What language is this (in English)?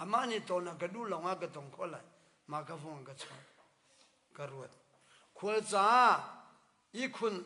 Hakha Chin